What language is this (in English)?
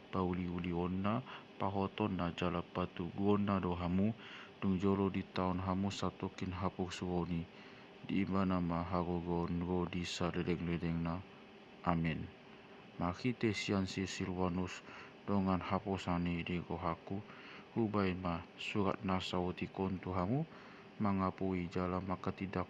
Batak Toba